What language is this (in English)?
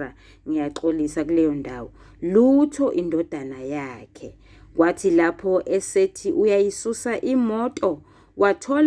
Zulu